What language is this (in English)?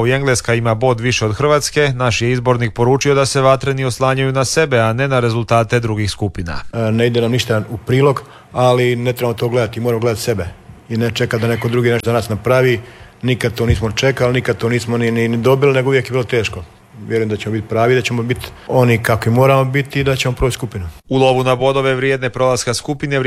Croatian